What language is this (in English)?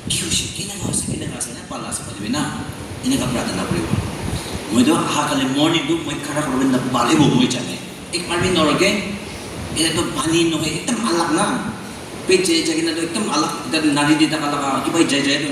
Naga Pidgin